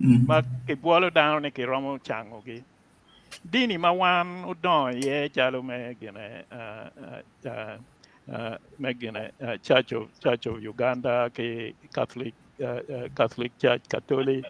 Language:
Acoli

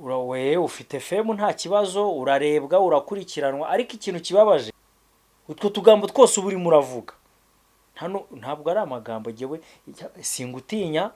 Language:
Kinyarwanda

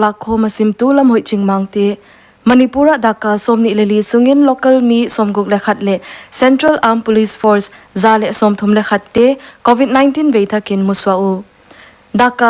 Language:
Paite Chin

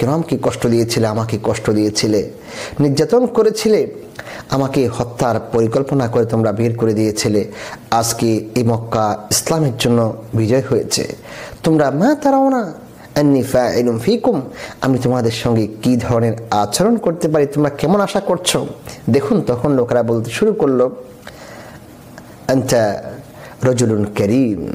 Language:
Bangla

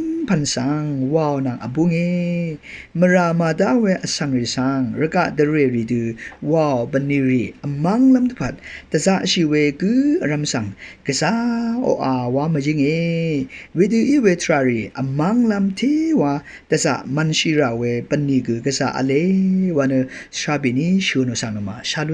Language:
Rawang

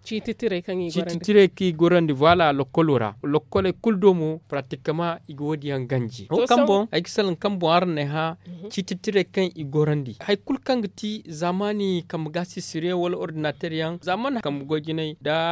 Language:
Zarma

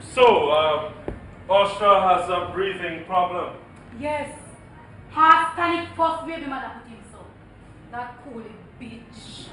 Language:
Jamaican Creole English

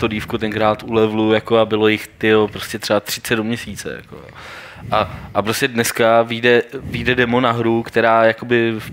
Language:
Czech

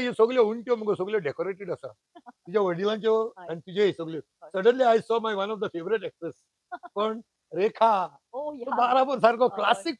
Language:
Konkani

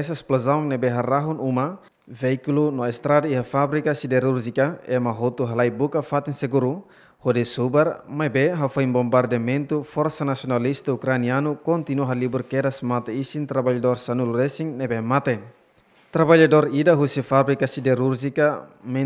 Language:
Tetum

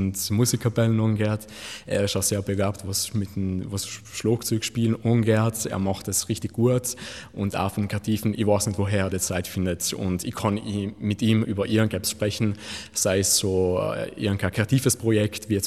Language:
German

